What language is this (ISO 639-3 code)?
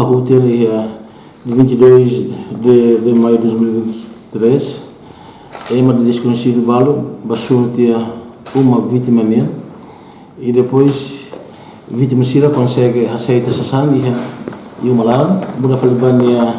tet